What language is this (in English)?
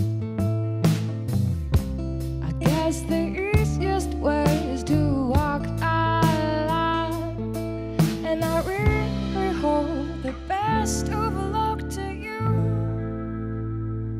Dutch